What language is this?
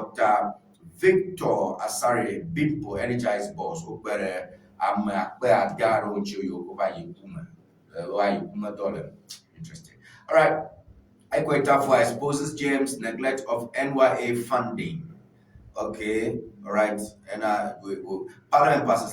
Ewe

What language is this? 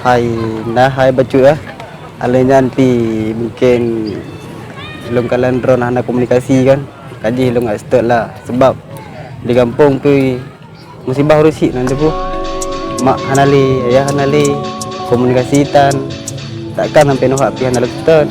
Achinese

